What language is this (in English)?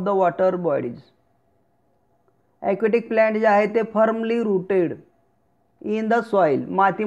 Marathi